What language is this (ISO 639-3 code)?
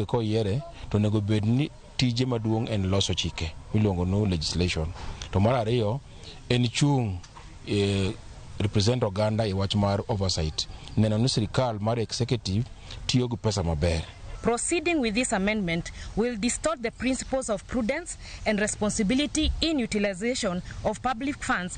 luo